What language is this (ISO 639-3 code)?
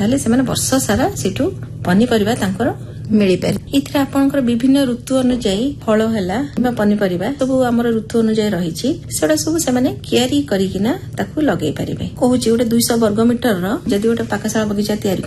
ori